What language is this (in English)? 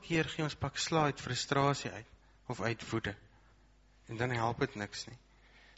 Afrikaans